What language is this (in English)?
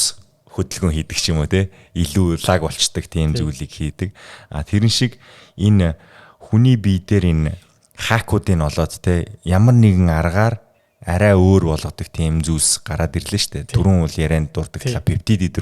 Mongolian